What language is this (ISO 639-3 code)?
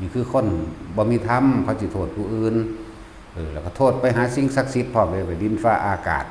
tts